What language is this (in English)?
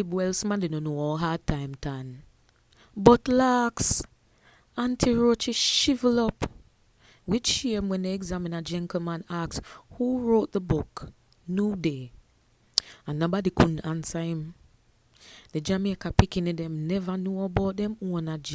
Jamaican Creole English